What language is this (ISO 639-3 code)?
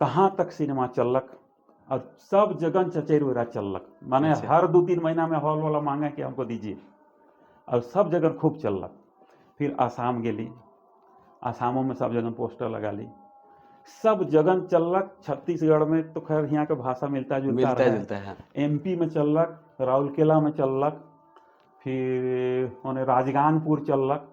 sck